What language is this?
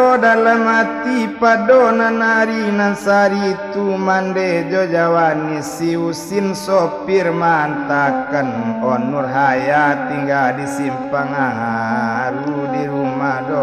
Minangkabau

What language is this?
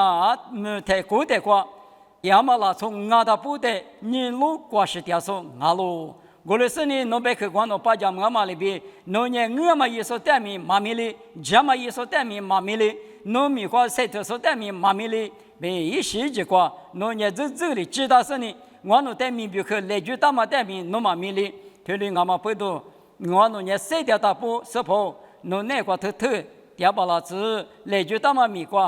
Lisu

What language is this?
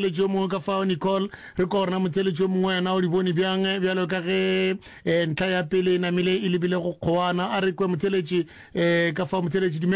Northern Sotho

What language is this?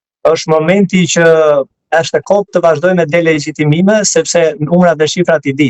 Albanian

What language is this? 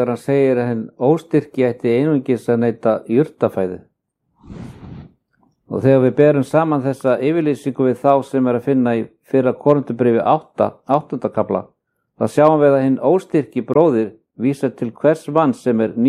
Icelandic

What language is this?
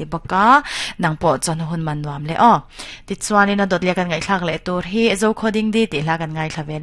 Mizo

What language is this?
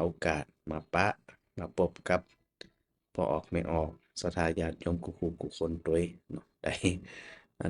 Northern Thai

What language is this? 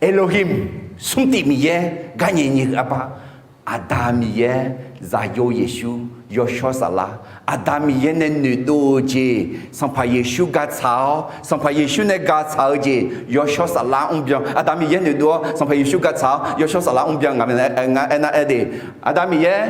Akha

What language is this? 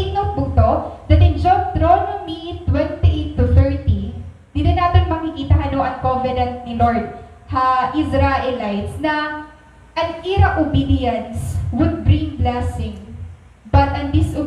Waray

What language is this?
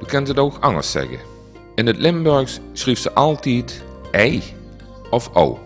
Limburgish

